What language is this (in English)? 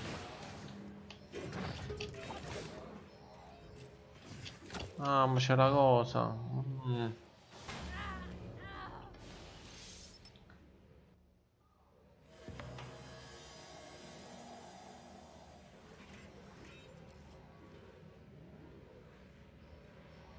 Italian